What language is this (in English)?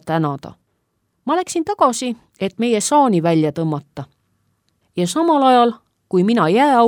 Estonian